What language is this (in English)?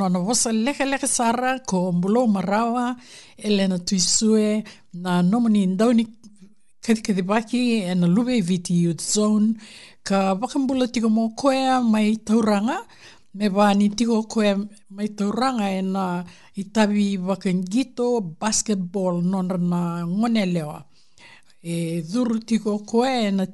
Fijian